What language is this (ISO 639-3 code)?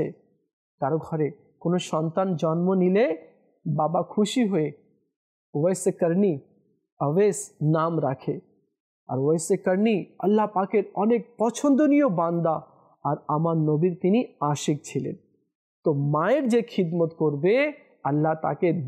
ben